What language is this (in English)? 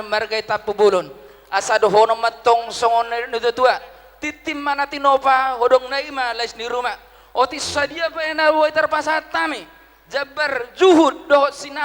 Batak Toba